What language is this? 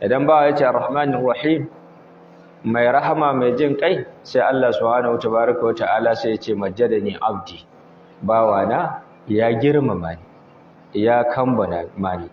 Hausa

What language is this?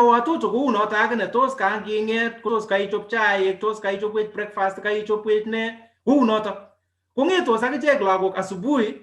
Kalenjin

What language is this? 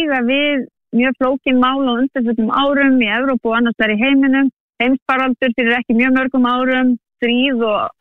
Icelandic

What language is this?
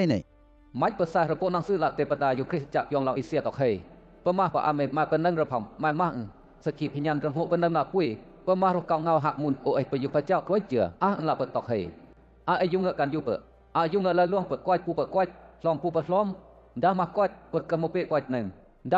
Western Lawa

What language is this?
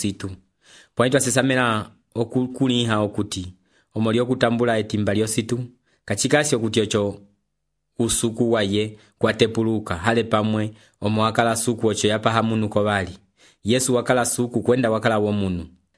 Umbundu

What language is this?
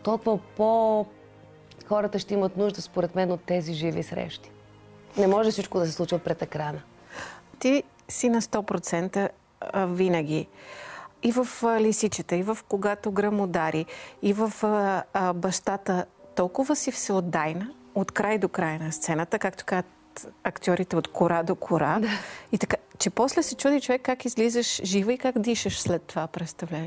Bulgarian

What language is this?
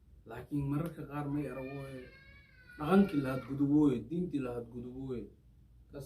Somali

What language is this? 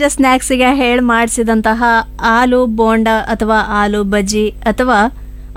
Kannada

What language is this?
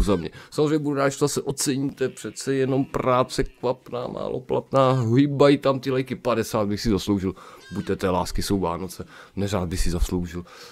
Czech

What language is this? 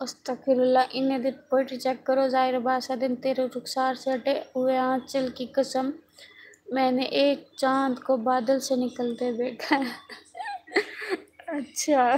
Saraiki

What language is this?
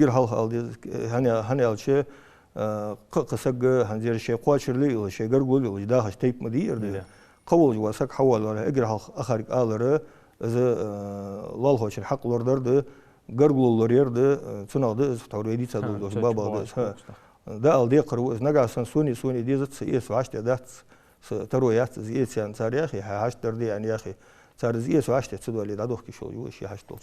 Ingush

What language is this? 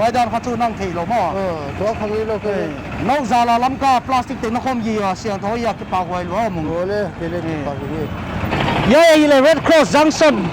Paite Chin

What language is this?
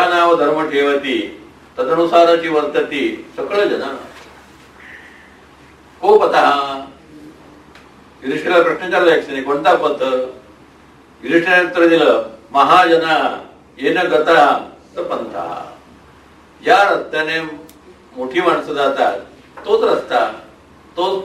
Marathi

